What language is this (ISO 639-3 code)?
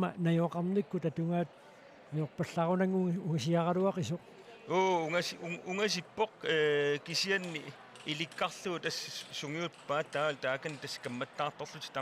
kal